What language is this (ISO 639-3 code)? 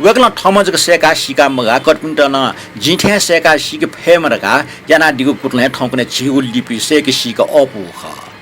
new